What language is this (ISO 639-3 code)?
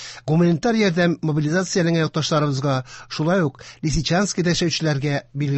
tat